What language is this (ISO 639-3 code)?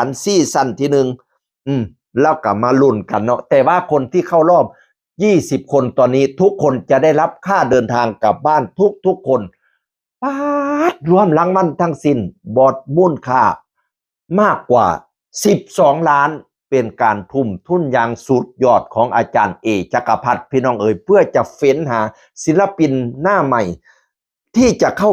tts